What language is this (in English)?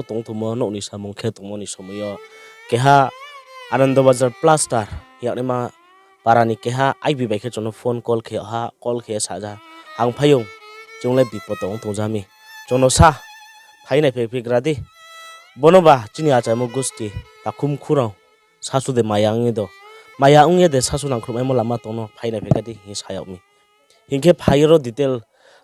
Riang (India)